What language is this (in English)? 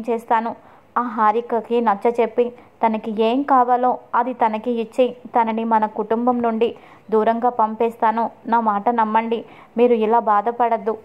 Telugu